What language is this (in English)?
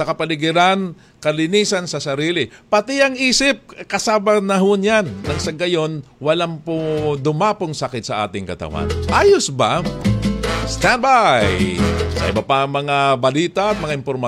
Filipino